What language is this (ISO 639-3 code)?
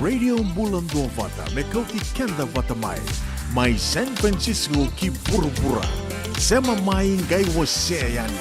fij